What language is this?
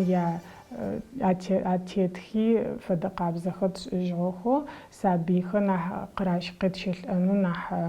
Adyghe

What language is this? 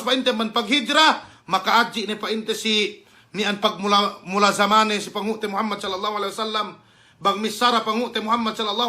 Yakan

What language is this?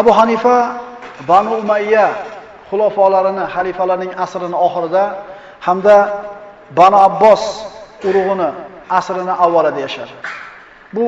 Uzbek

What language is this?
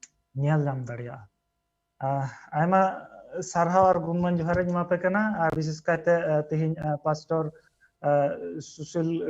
Santali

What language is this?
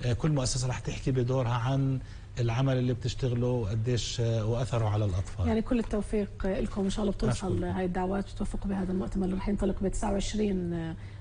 North Levantine Arabic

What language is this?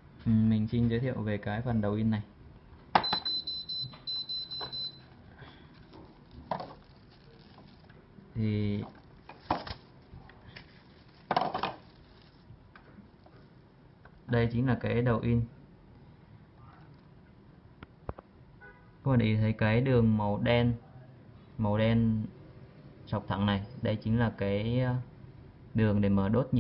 Vietnamese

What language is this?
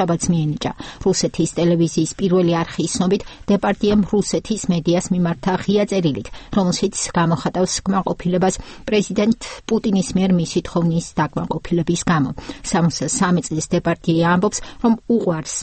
Georgian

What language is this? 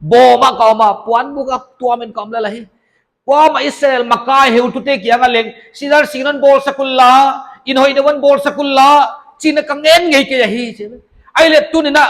Paite Chin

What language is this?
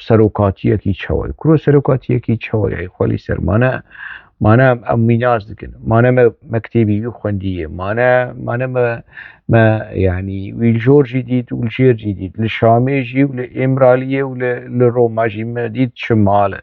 Kurdish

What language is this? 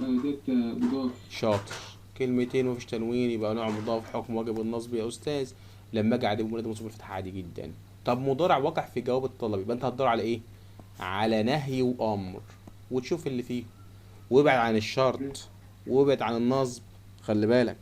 Egyptian Arabic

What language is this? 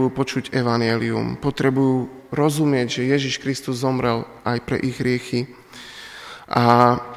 Slovak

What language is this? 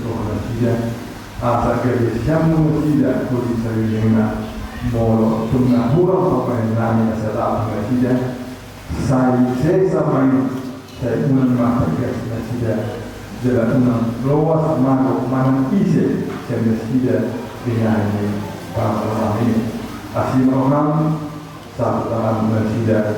Batak Toba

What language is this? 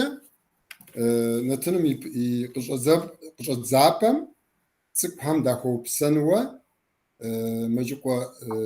Kabardian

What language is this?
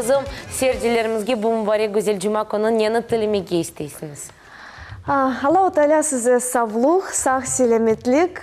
Crimean Tatar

